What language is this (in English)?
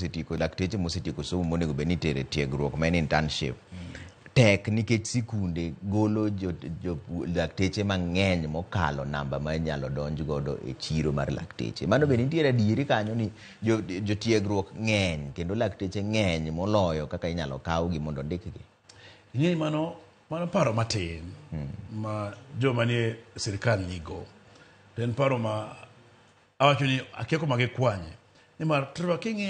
Luo (Kenya and Tanzania)